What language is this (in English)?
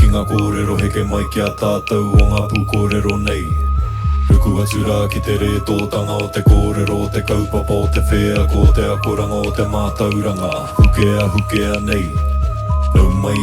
Māori